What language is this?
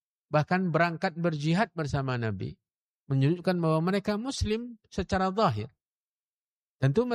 Indonesian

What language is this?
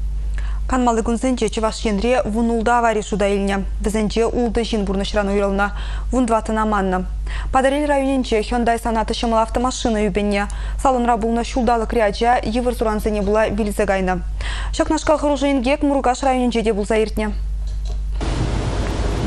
Chuvash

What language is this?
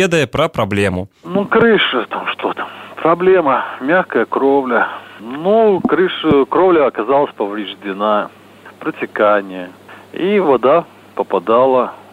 Belarusian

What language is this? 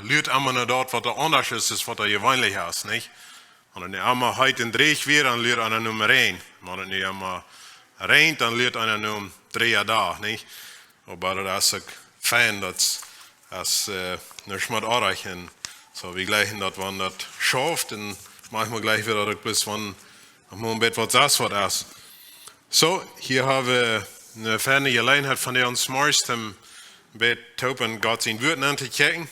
Plautdietsch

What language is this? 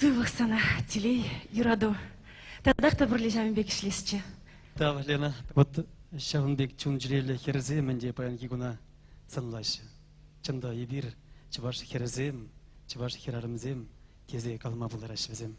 Chuvash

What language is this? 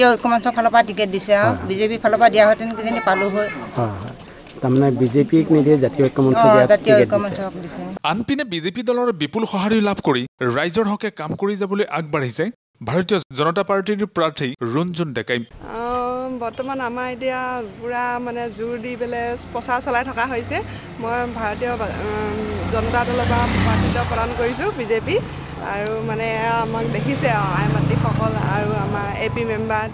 Assamese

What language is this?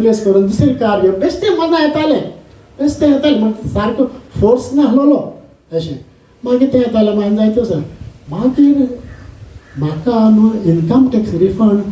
Konkani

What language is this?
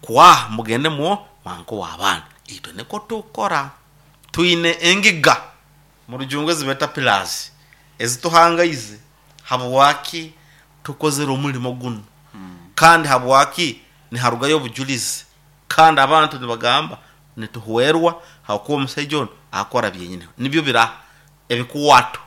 Nyoro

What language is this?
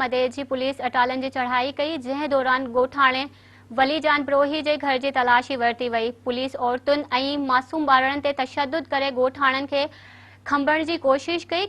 Sindhi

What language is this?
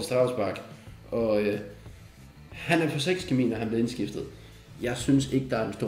Danish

